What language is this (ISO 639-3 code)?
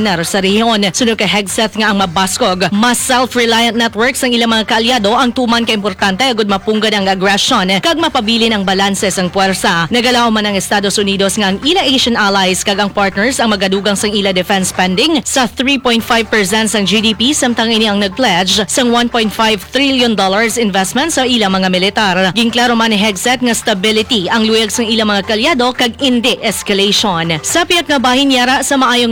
hil